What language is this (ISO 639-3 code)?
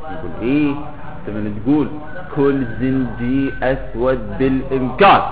acm